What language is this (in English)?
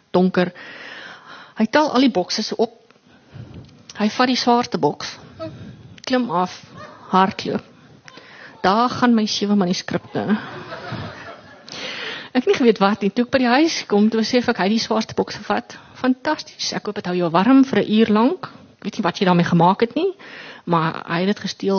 Afrikaans